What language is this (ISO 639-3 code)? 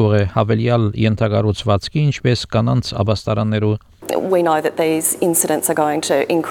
hye